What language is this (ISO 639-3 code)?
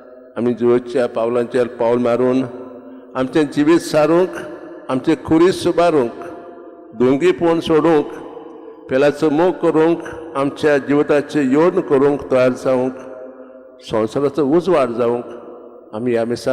kok